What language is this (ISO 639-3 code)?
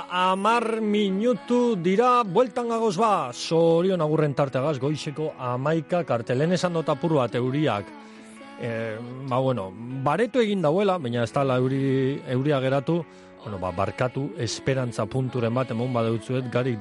eus